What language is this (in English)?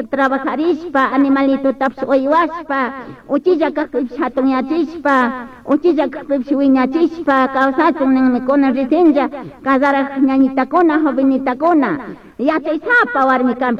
Chimborazo Highland Quichua